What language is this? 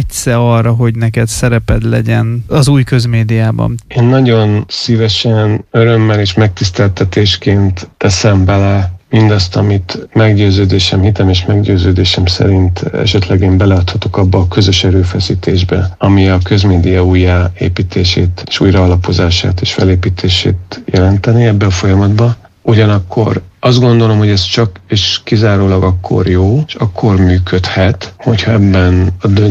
Hungarian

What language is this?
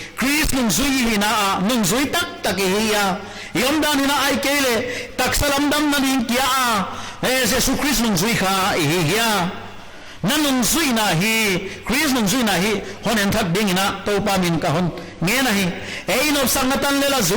Paite Chin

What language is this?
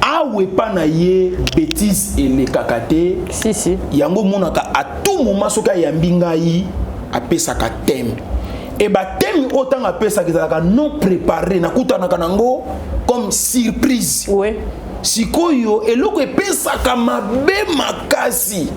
Lingala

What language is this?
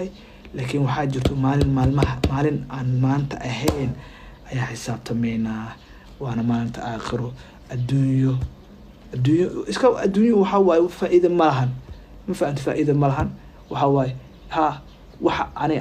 Somali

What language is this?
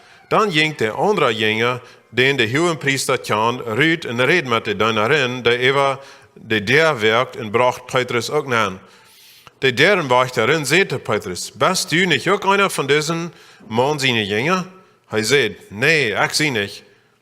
Plautdietsch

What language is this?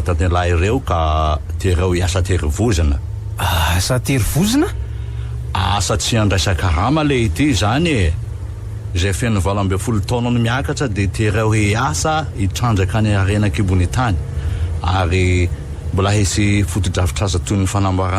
Malagasy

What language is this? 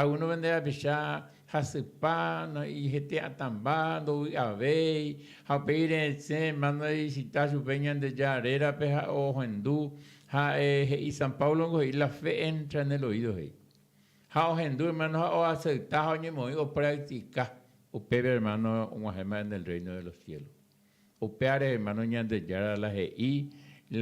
Guarani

